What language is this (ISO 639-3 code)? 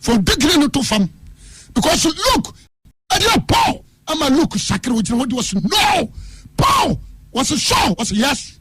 aka